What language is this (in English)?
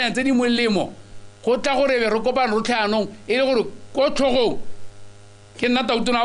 Tswana